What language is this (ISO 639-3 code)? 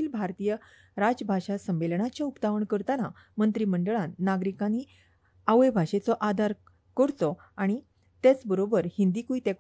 kok